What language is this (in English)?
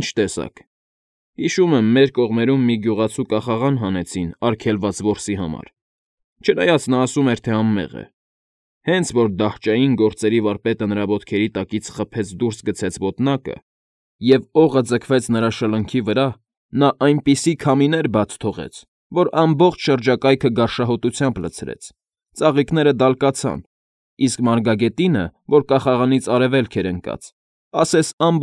Armenian